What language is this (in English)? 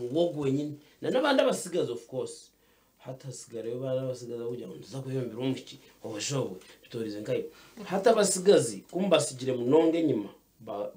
Nyankole